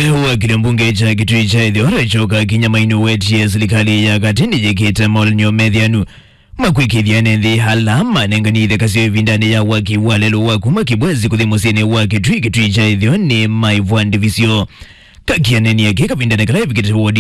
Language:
Kamba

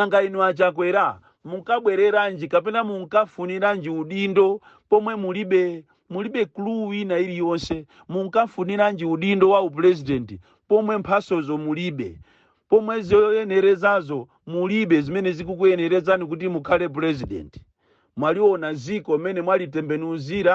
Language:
Nyanja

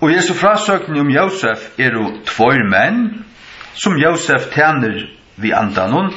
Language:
Faroese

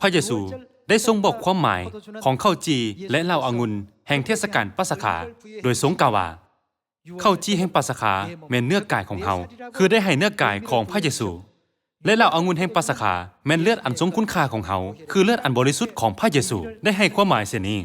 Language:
Lao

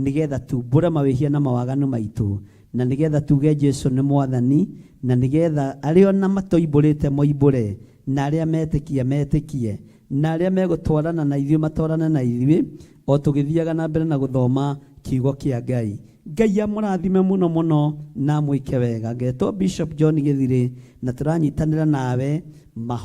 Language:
Kikuyu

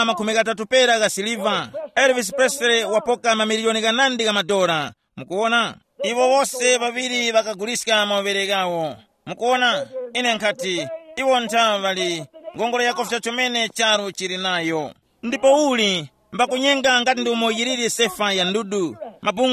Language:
Tumbuka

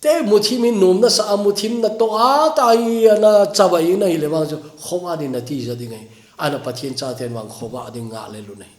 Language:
Thado Chin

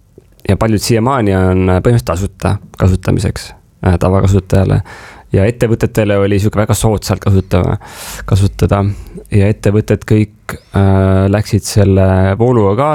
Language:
Estonian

